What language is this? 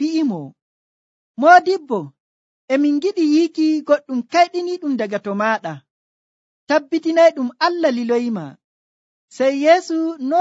Nigerian Fulfulde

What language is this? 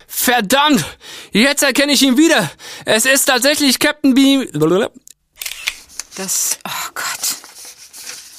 German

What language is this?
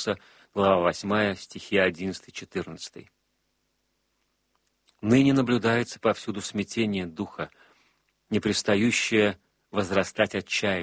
Russian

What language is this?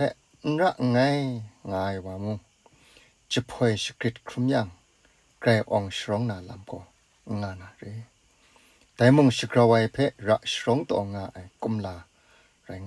Kachin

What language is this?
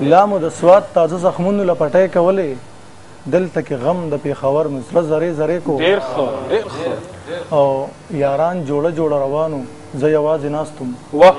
Pashto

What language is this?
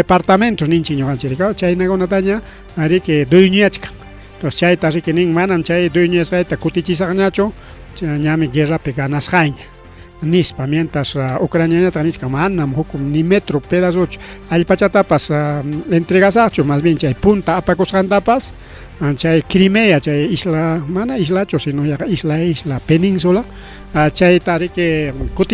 Ayacucho Quechua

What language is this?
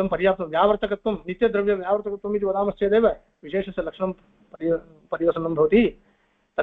Sanskrit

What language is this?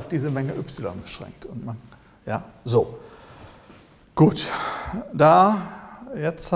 German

